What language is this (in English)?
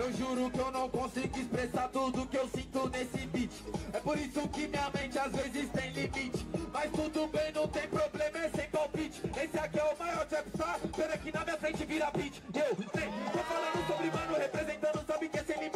Portuguese